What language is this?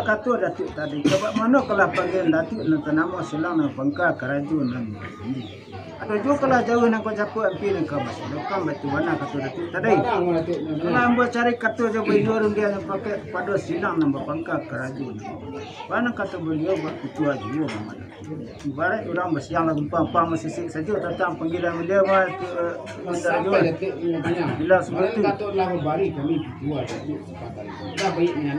Minangkabau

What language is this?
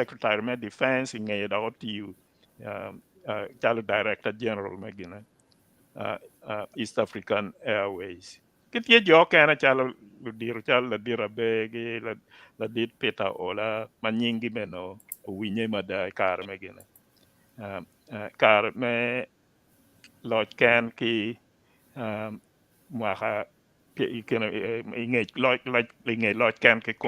Acoli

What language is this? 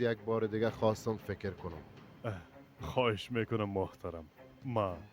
Persian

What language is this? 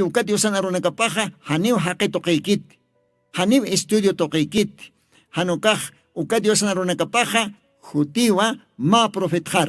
Aymara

